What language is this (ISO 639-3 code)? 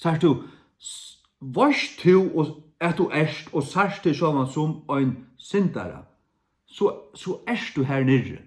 fao